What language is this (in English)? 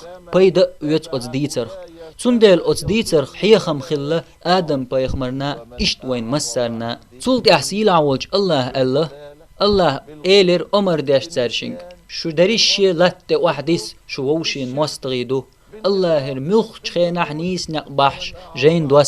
Chechen